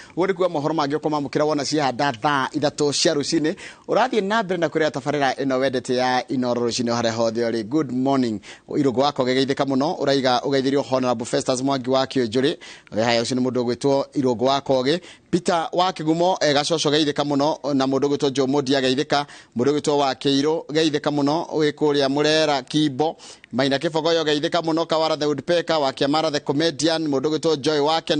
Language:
Kikuyu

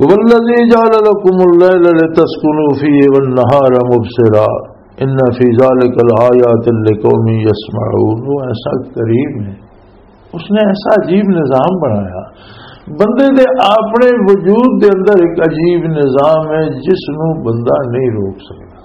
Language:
Western Panjabi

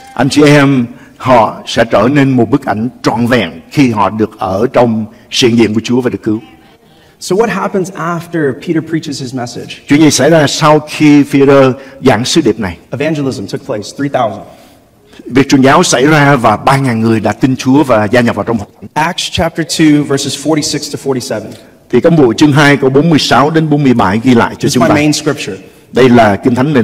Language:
Vietnamese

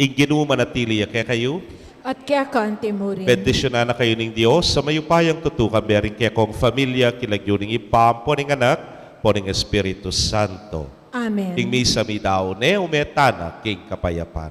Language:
Pampanga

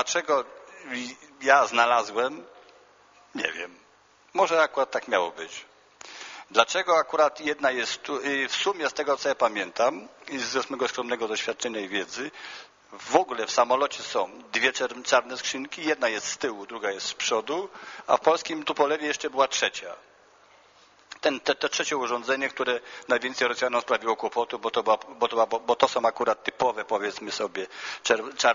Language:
Polish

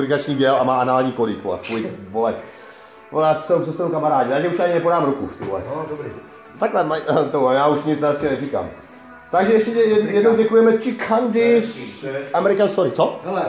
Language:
Czech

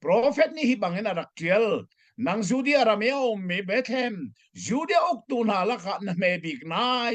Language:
Hakha Chin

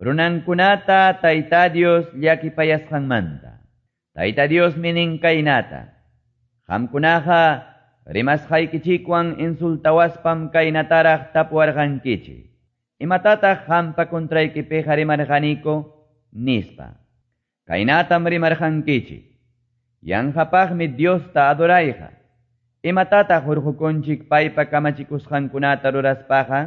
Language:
Quechua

